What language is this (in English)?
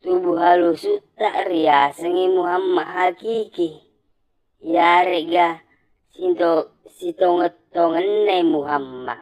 Buginese